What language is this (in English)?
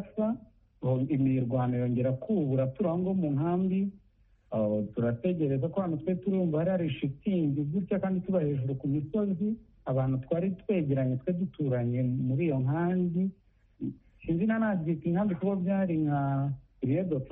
Kinyarwanda